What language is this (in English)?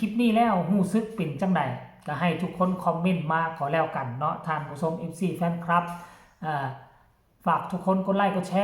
Northeastern Thai